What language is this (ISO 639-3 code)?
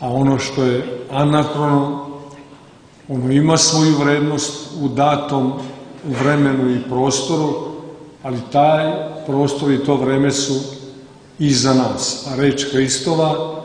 srp